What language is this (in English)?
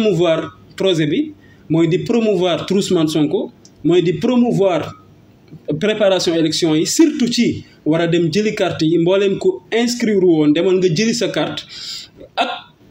Wolof